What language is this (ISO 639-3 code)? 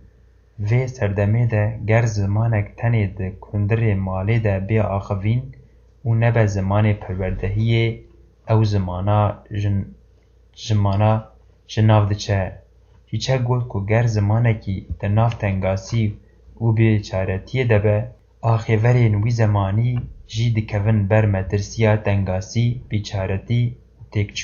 kur